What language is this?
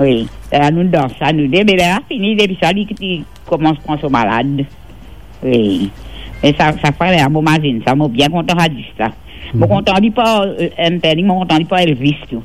Morisyen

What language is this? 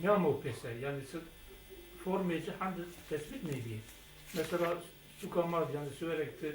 Zaza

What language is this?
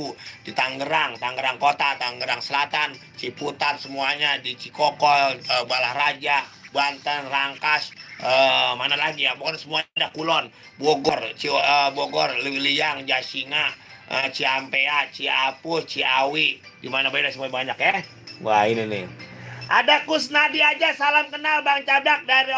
Betawi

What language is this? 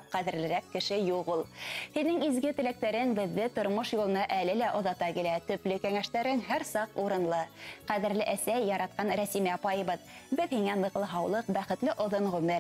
Bashkir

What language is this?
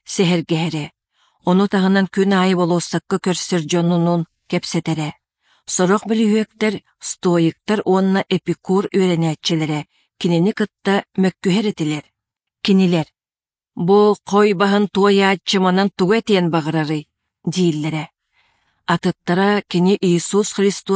Yakut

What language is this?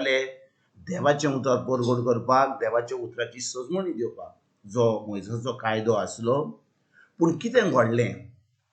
Konkani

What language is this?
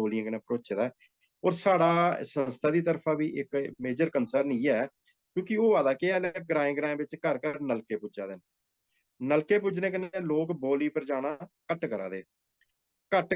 Dogri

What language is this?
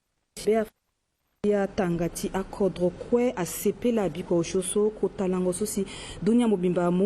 Sango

